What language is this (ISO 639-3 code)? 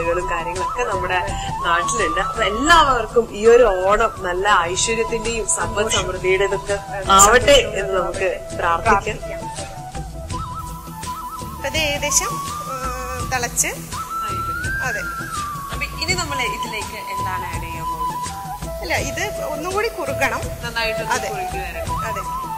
mal